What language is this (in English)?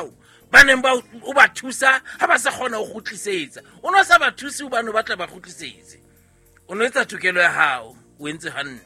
Southern Sotho